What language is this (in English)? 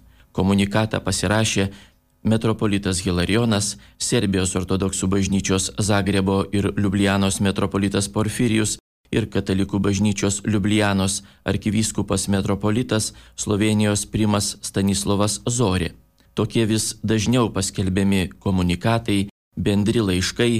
Lithuanian